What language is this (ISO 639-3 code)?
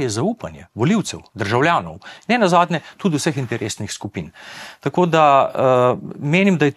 slv